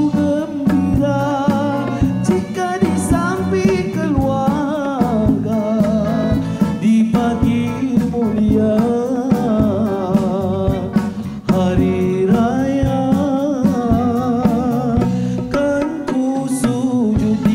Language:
Malay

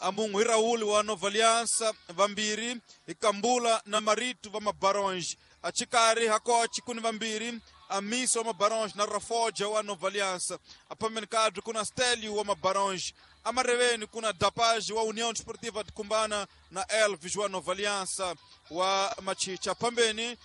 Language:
Tsonga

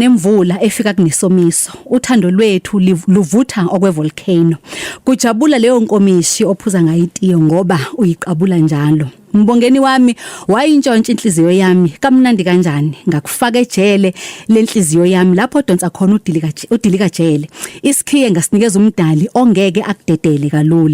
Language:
Zulu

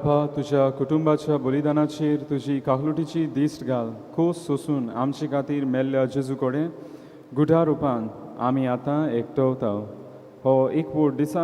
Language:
Konkani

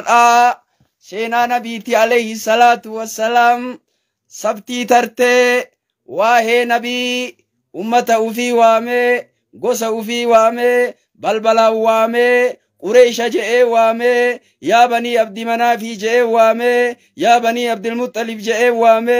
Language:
Oromo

